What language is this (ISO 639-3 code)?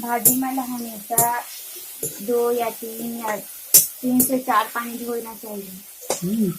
hne